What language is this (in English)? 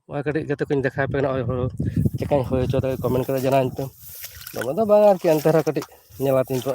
Santali